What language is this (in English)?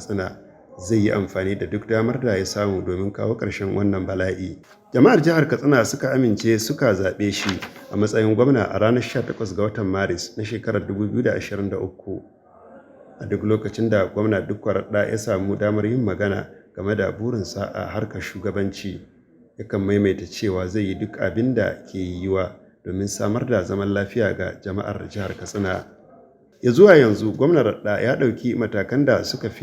Hausa